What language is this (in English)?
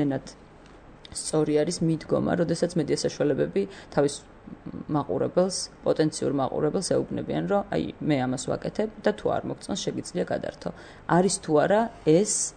Georgian